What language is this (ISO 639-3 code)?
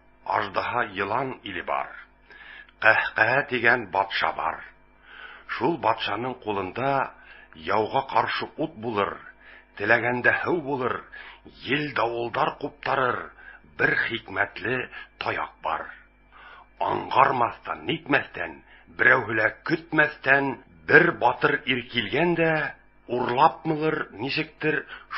bak